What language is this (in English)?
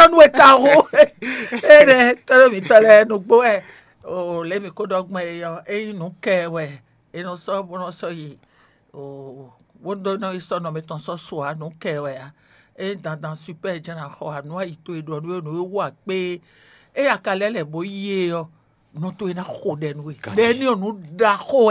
Fon